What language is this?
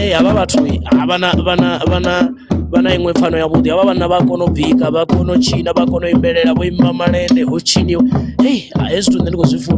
Venda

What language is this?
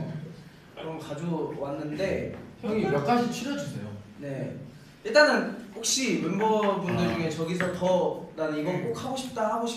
Korean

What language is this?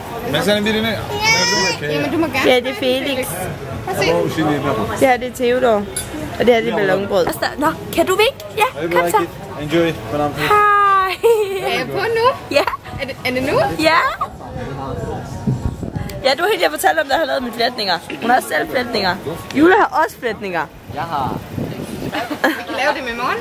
Danish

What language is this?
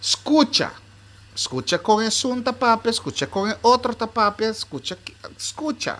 Papiamento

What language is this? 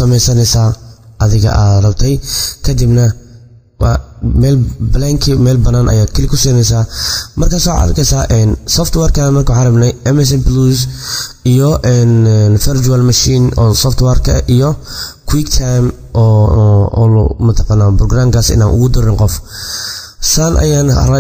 Somali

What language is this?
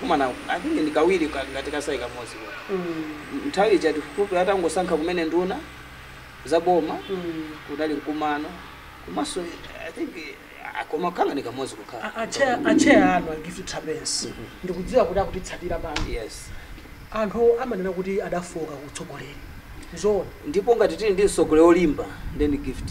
Nyanja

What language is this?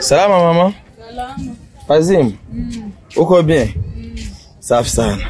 Rundi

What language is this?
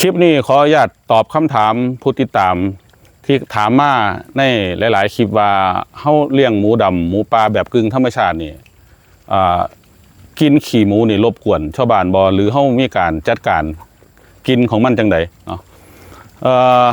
Northeastern Thai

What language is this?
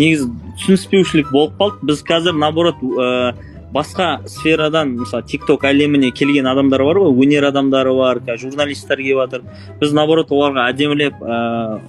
Kazakh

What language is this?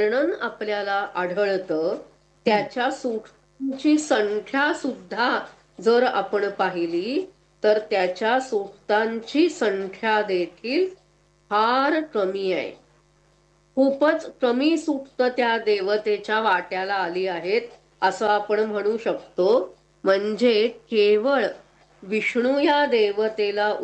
Marathi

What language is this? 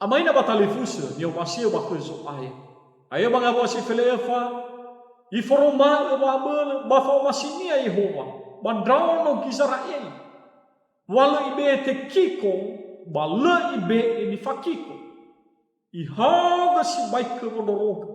Nias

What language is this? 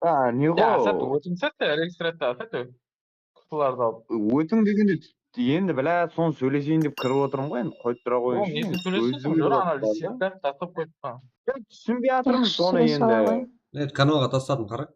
Kara-Kalpak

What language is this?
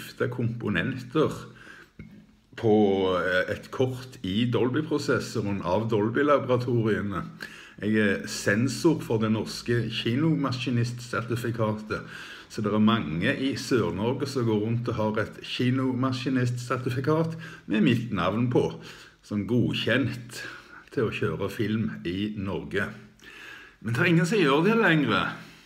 Norwegian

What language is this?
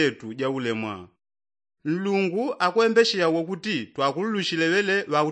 Yao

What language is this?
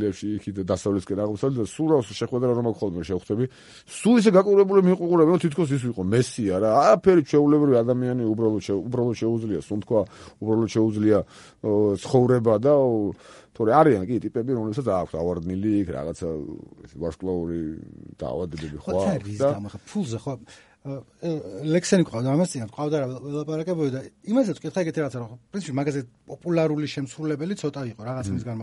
Georgian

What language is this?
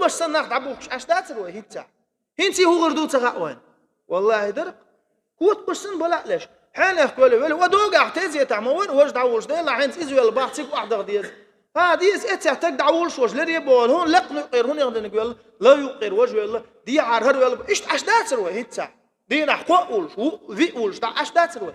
Chechen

